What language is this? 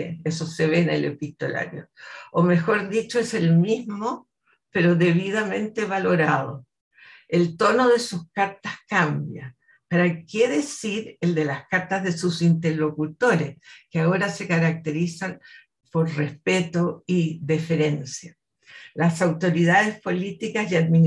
Spanish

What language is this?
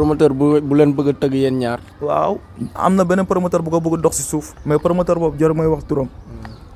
Wolof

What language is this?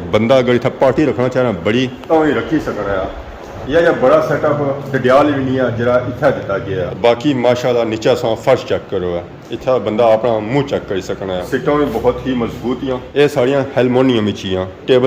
Pahari-Potwari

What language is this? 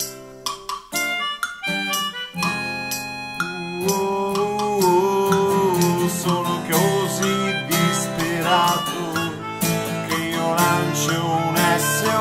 Italian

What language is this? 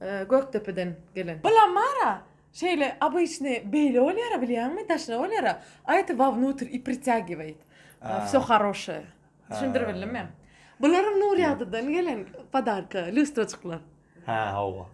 Turkmen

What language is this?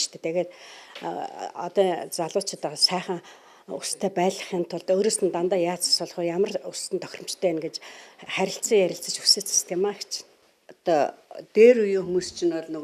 Mongolian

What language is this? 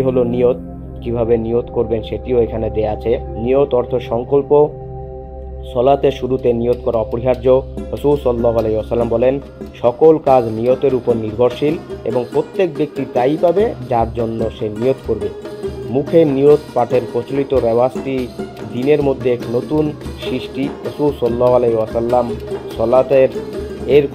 Bangla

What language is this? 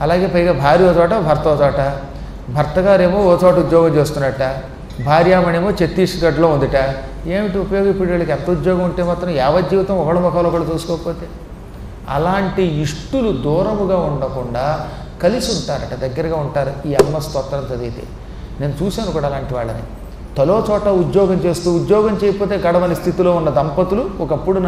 Telugu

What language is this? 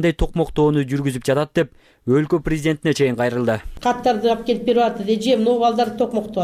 Kyrgyz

